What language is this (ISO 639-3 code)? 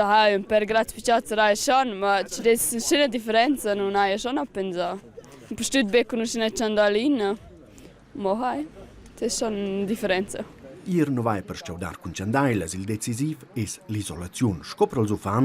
roh